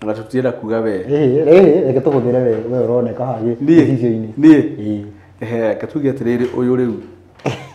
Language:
Kikuyu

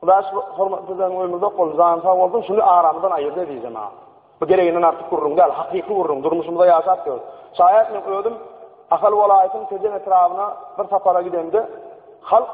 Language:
Turkmen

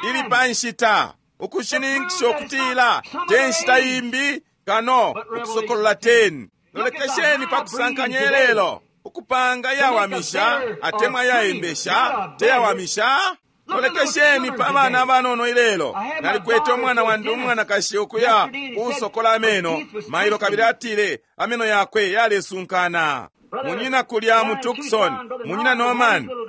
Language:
Bemba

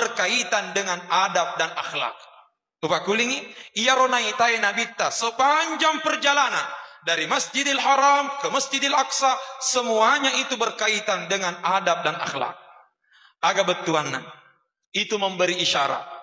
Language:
Buginese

